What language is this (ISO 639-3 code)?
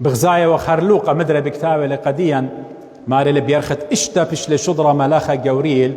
aii